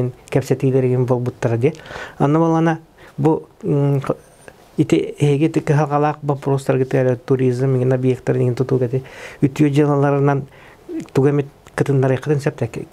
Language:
Yakut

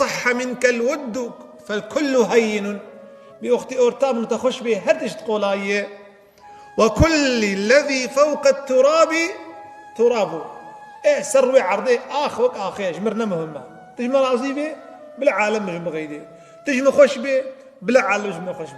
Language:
Kurdish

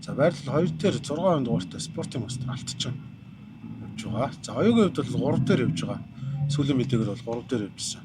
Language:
Mongolian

